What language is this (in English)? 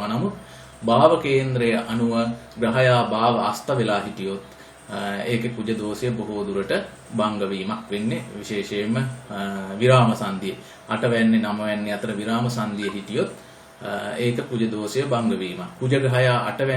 Sinhala